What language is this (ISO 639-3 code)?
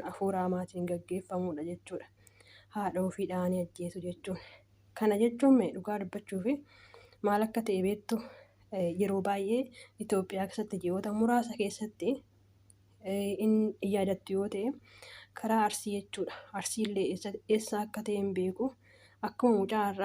orm